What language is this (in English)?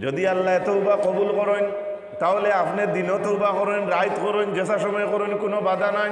Sylheti